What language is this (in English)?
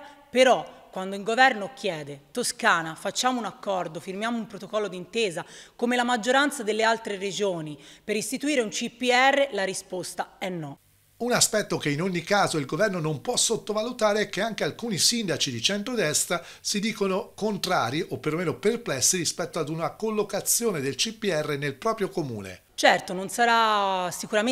Italian